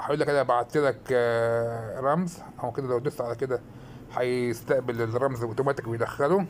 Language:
Egyptian Arabic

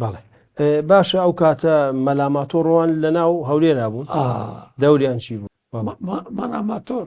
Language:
Central Kurdish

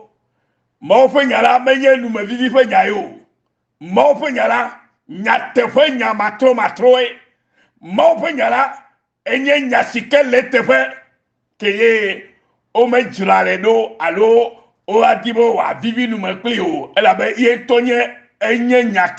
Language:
Ewe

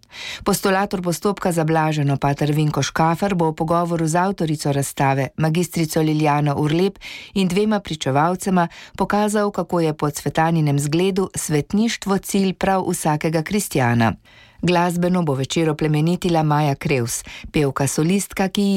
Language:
Slovenian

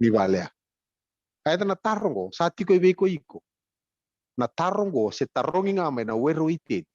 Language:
Fijian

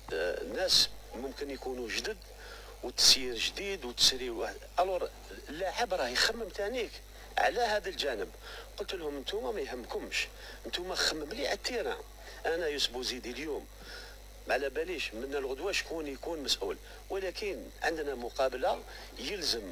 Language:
Algerian Arabic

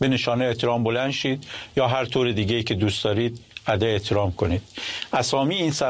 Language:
Persian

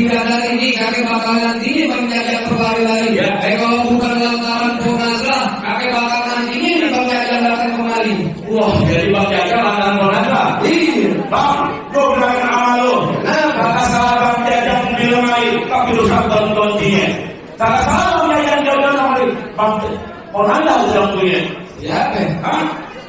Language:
Betawi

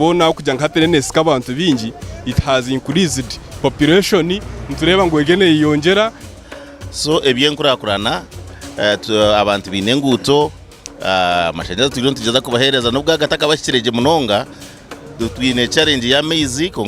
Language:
Tooro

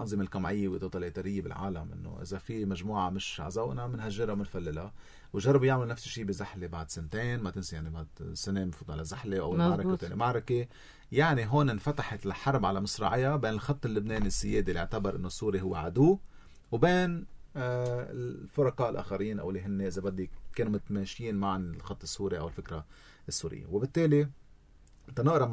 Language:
North Levantine Arabic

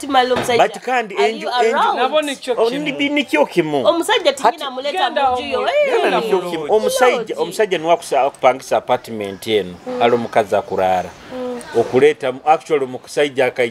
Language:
Nyoro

